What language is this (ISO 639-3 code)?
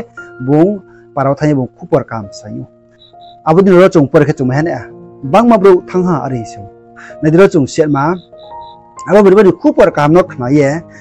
ria